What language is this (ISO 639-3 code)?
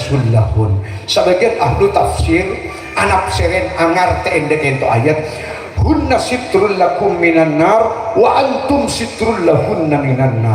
mad